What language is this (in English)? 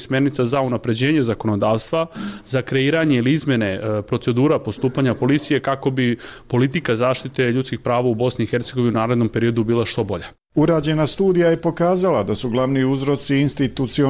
Bosnian